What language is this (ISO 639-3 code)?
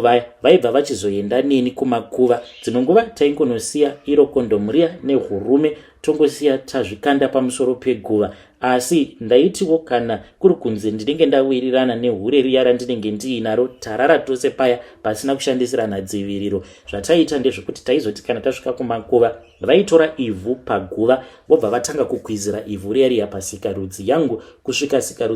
sna